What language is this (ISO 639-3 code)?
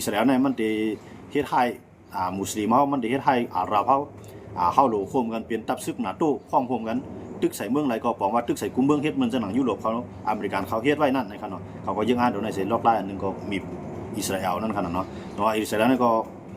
shn